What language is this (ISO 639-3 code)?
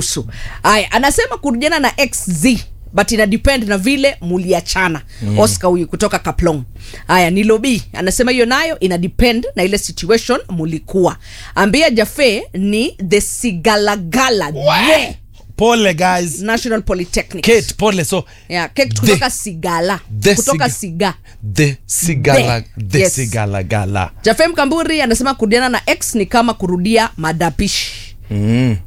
swa